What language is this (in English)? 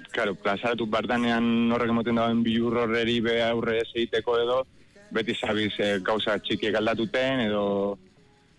Basque